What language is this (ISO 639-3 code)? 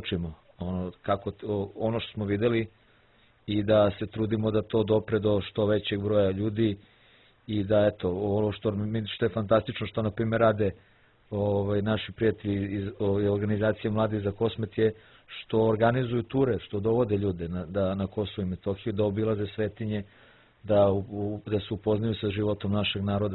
srp